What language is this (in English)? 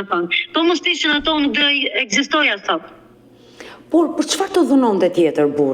Albanian